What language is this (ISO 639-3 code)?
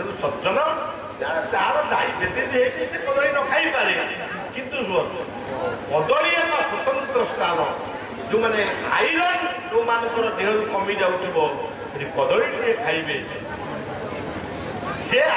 ori